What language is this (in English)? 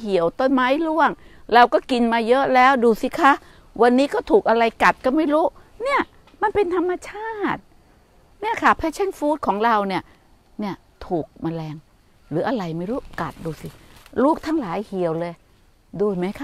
Thai